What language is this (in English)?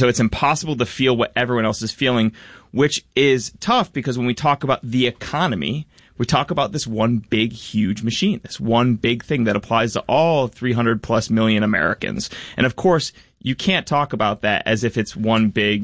English